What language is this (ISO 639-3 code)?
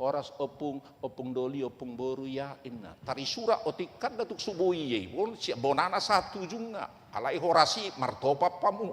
bbc